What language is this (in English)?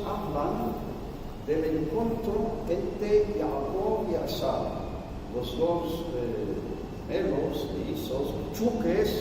Ladino